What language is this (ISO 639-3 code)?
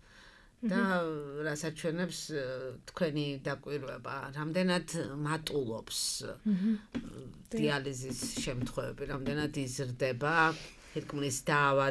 kat